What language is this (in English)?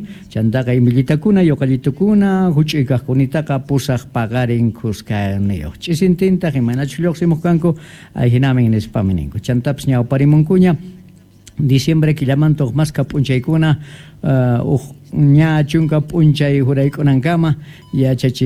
Quechua